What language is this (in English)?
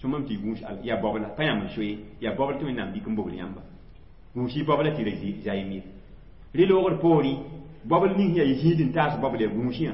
Mossi